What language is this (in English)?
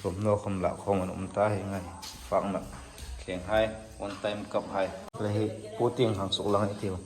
Hmar